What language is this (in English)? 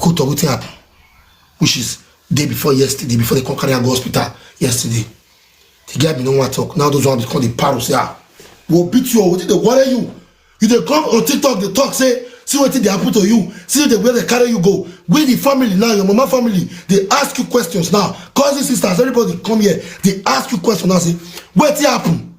Nigerian Pidgin